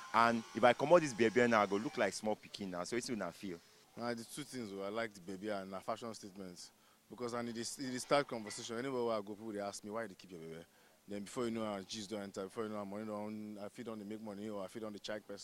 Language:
Nigerian Pidgin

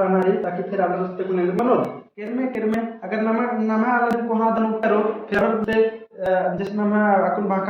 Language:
Kurukh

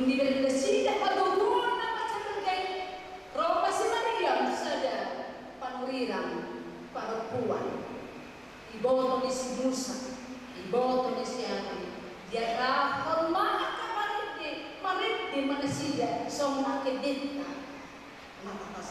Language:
Batak Toba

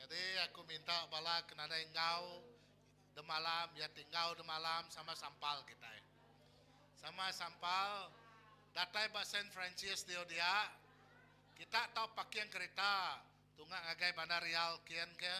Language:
Iban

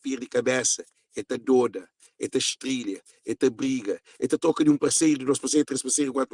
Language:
Kabuverdianu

